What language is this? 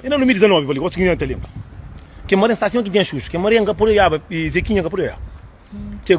Kabuverdianu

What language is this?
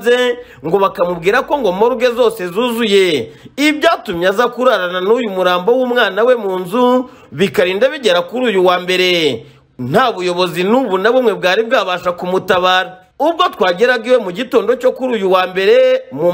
Kinyarwanda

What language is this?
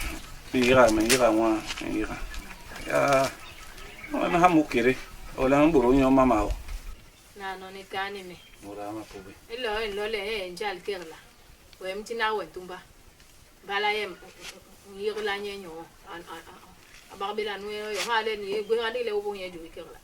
Basaa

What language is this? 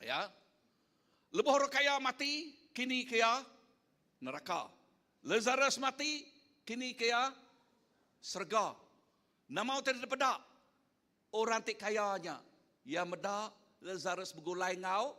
Iban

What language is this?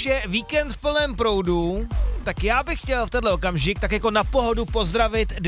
Czech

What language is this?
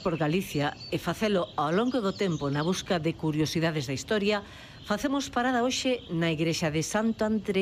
Galician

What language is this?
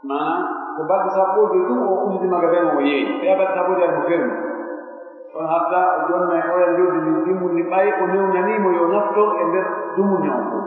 Pular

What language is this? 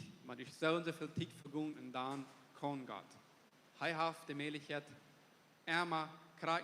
Plautdietsch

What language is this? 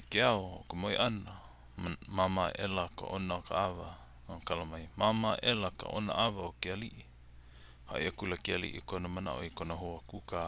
Hawaiian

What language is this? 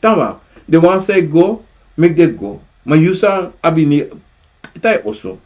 Sranan Tongo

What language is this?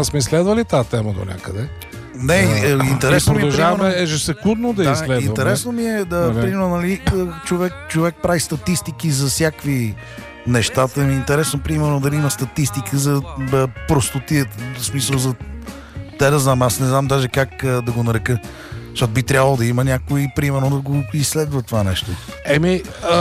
Bulgarian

